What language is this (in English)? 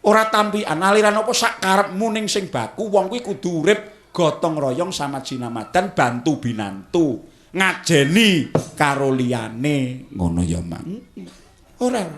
Javanese